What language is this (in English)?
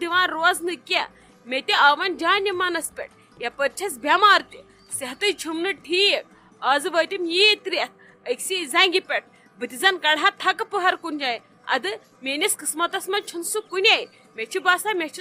Kashmiri